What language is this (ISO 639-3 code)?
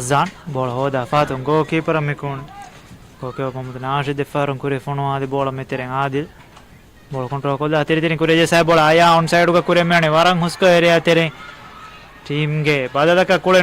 div